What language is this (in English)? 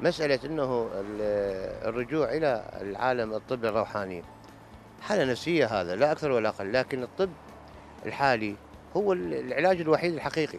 Mesopotamian Arabic